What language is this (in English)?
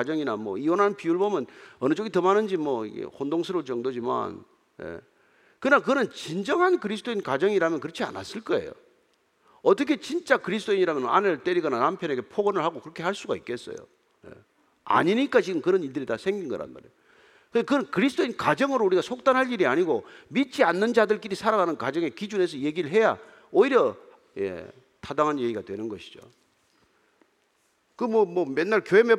Korean